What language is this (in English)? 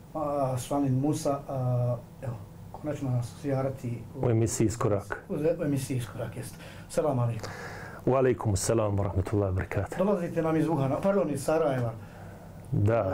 Bosnian